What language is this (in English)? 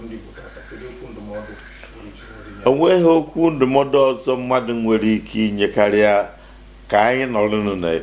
Igbo